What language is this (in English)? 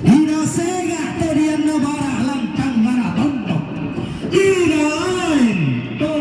Toraja-Sa'dan